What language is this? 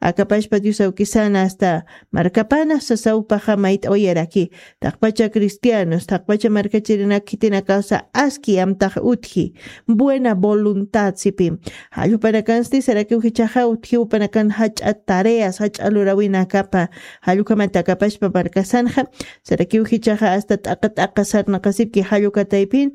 Aymara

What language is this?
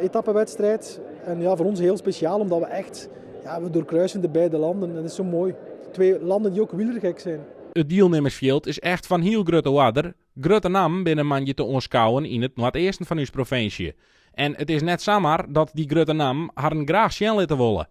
Western Frisian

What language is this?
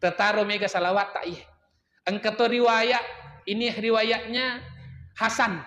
Buginese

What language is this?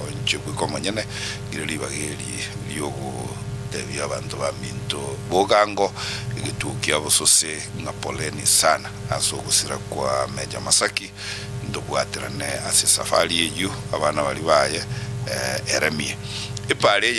Gusii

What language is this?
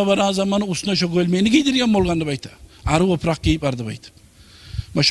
Kumyk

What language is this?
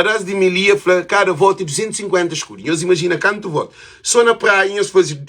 Kabuverdianu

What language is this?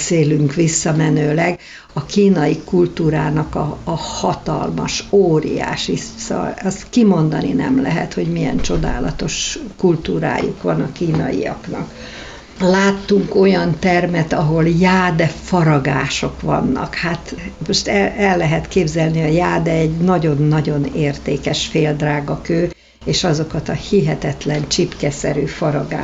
Hungarian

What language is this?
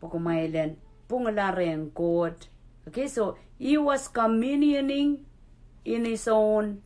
Pohnpeian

